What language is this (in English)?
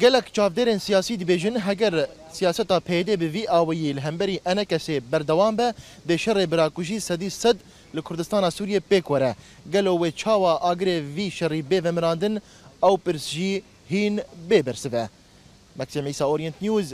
Kurdish